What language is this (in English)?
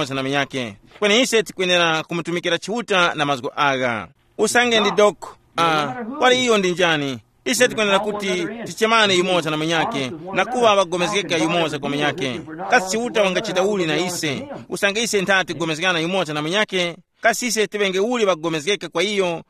Tumbuka